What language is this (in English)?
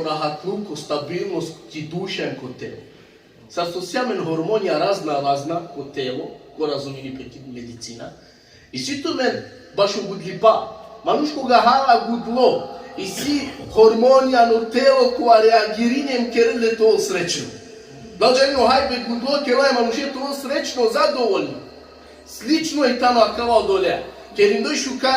Balkan Romani